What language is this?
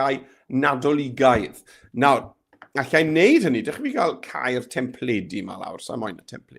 Welsh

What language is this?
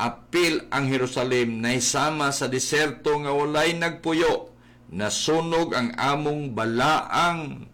Cebuano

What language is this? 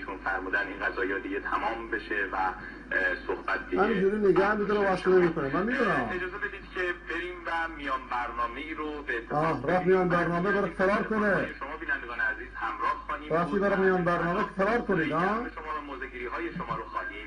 Persian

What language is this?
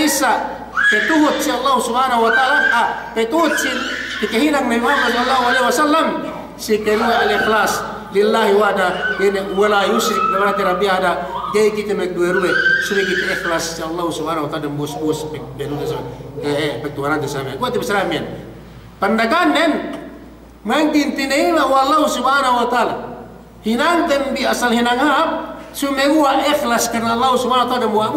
Yakan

